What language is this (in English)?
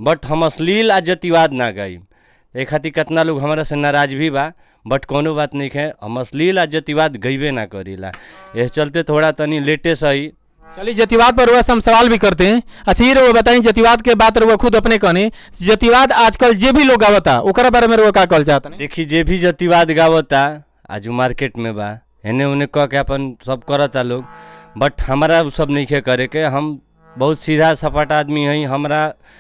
Bhojpuri